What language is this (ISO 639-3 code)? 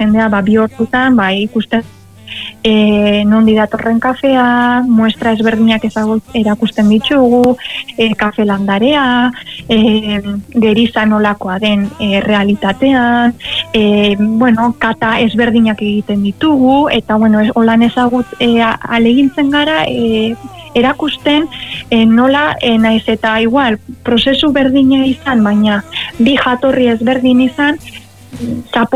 eus